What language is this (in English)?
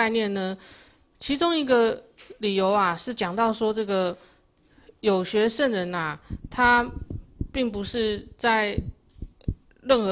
Chinese